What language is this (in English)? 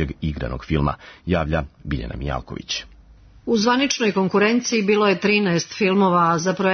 Serbian